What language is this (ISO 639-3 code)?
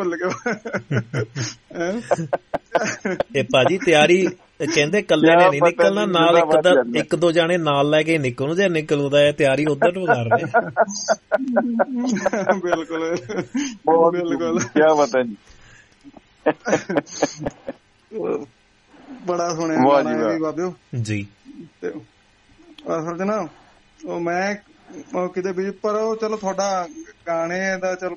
pan